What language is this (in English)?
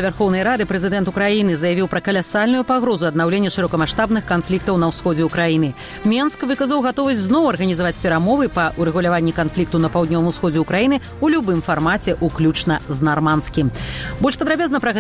Belarusian